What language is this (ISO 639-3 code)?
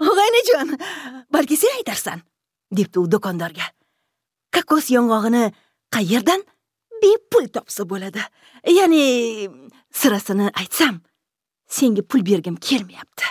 uzb